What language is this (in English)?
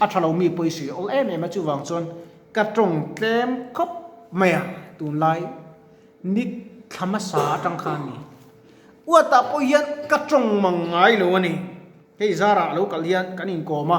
Mizo